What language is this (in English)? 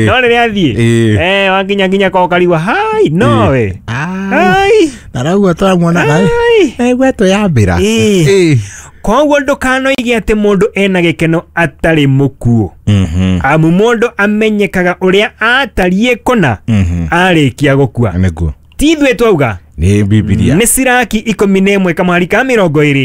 Kikuyu